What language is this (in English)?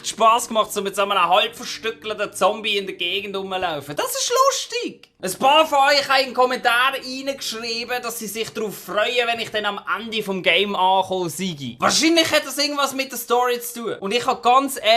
Swiss German